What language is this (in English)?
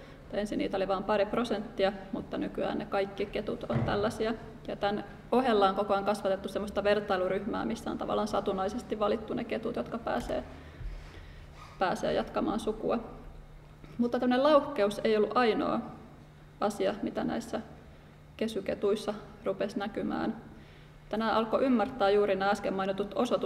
Finnish